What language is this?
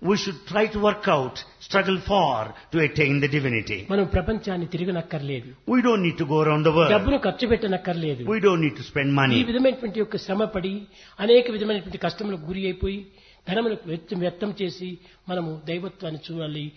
Telugu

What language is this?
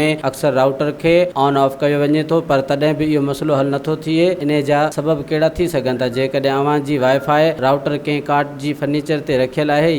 Sindhi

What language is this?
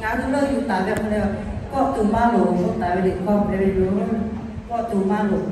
Lahu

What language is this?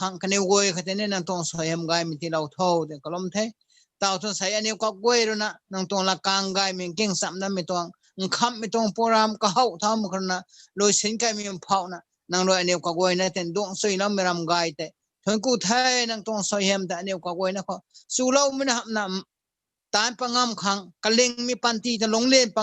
Rongmei Naga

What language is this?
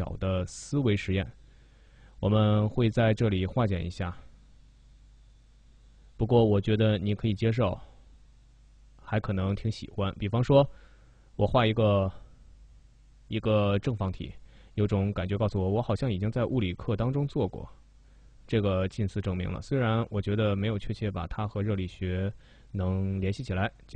Chinese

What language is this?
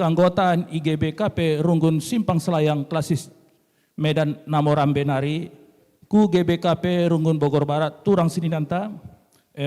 Batak Karo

